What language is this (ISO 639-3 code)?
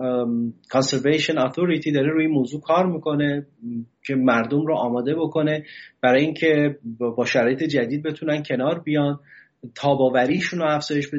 fas